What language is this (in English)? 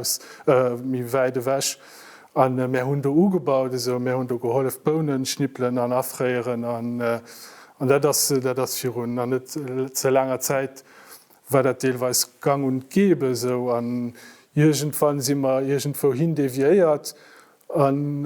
Luxembourgish